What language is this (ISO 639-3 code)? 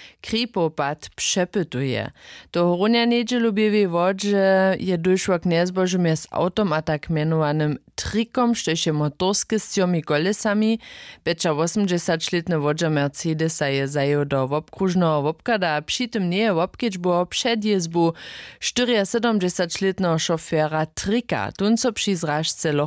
hsb